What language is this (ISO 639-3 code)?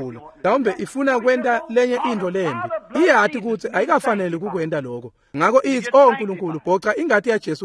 ssw